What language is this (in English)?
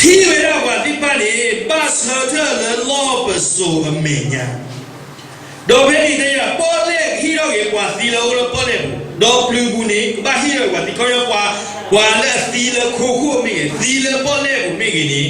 S'gaw Karen